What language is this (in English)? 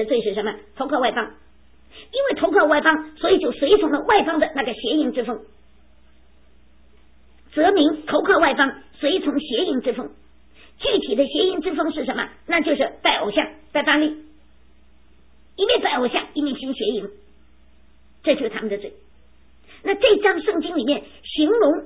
Chinese